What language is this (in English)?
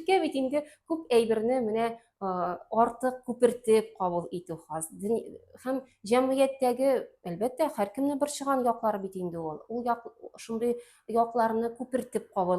Tatar